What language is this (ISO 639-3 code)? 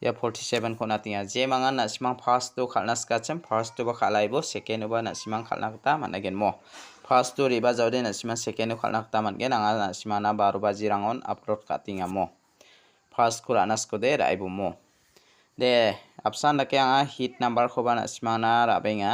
grt